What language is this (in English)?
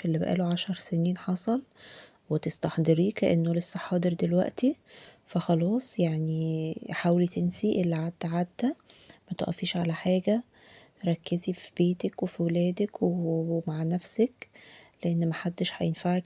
Egyptian Arabic